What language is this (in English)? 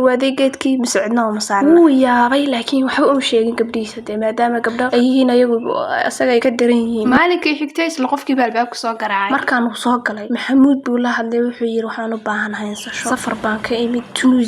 Somali